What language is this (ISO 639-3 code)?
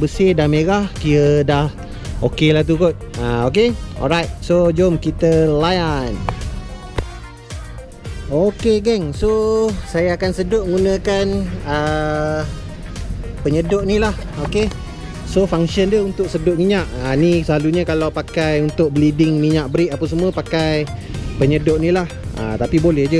msa